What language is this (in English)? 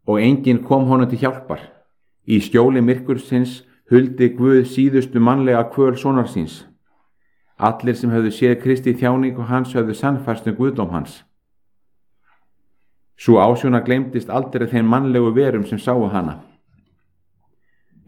Icelandic